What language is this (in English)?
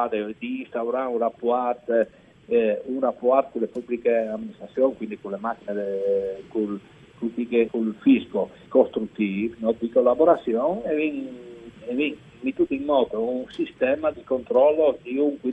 Friulian